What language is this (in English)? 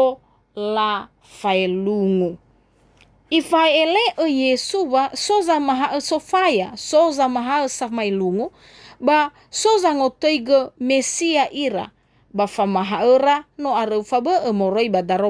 Nias